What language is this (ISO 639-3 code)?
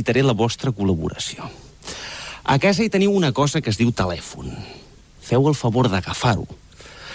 cat